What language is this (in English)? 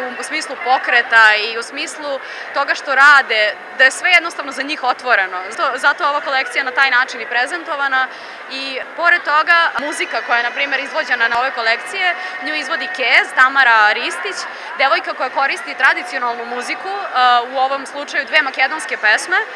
Serbian